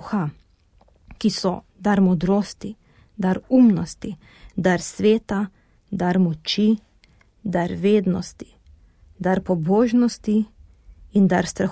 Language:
Slovenian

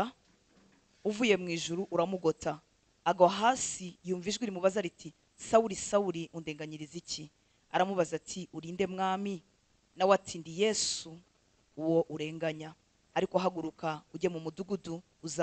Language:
Kinyarwanda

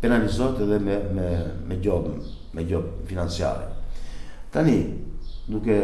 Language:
Albanian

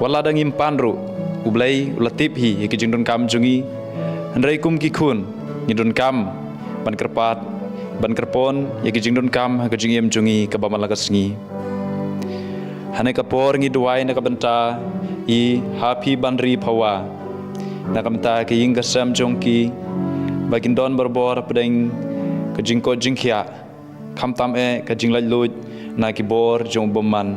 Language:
Khasi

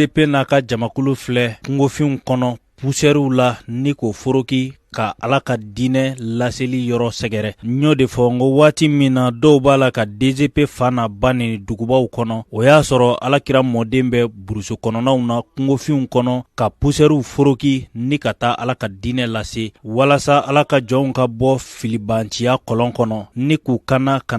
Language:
Bambara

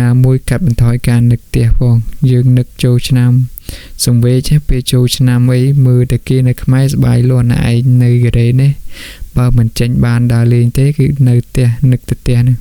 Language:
Khmer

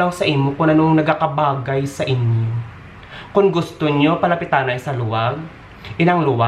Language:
Hiligaynon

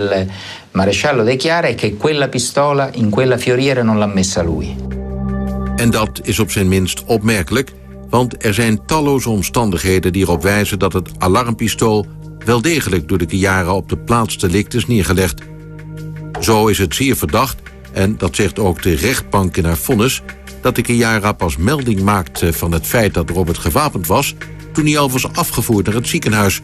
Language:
Dutch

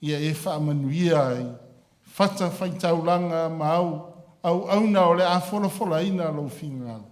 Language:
Samoan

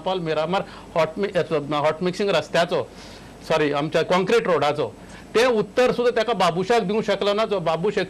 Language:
Konkani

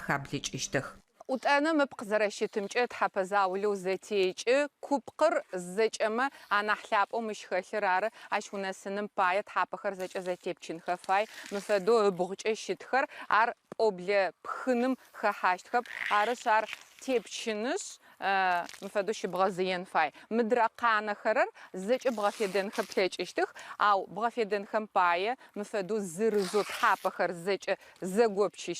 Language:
Adyghe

